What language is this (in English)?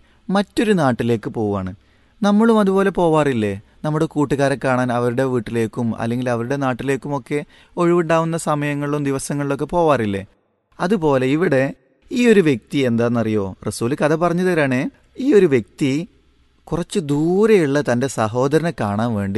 Malayalam